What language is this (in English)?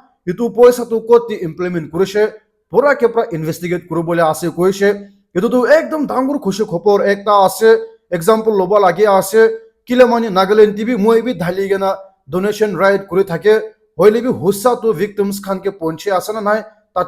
Naga Pidgin